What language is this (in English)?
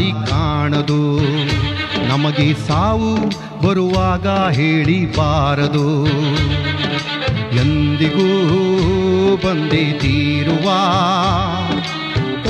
Kannada